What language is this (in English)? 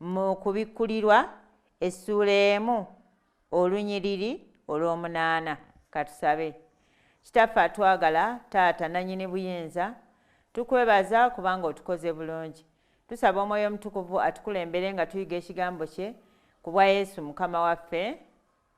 Ganda